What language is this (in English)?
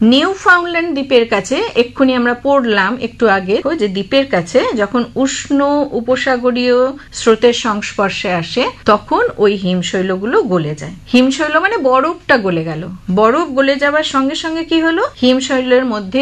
Bangla